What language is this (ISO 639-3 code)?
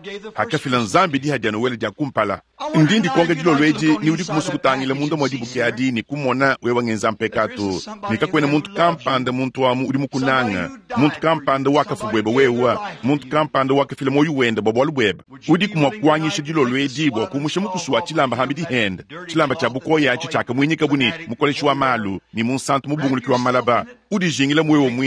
lua